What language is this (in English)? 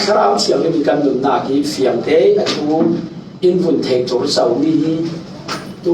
Falam Chin